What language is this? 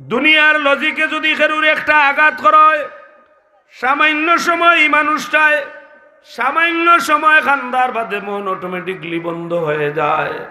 Sylheti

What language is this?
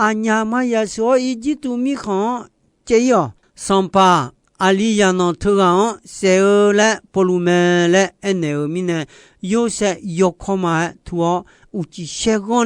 Akha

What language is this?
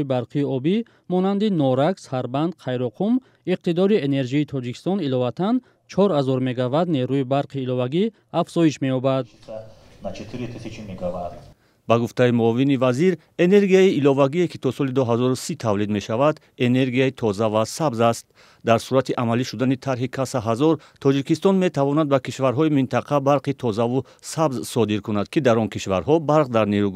Tajik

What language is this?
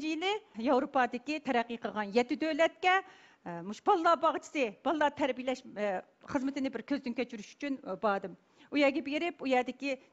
Uyghur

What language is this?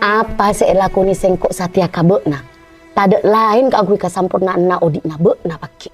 Madurese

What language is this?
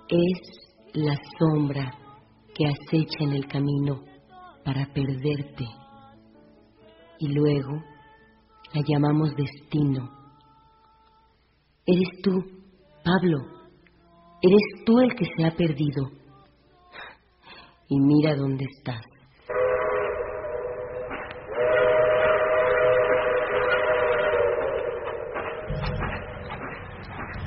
Spanish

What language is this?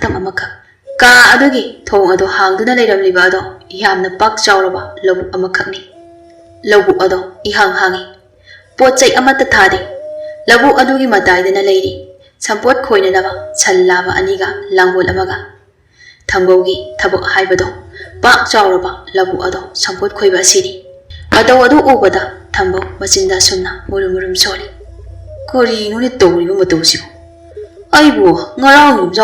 Manipuri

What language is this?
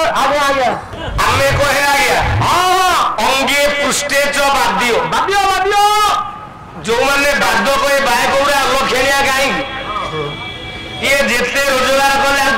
Odia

